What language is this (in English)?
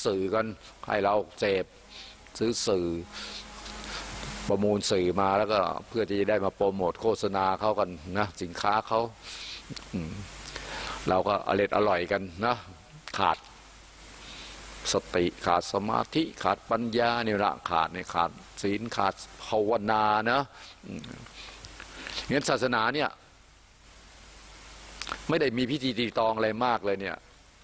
Thai